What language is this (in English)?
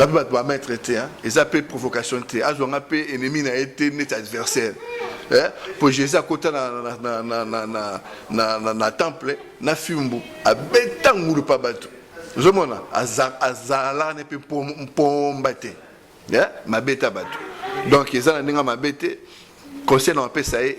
Lingala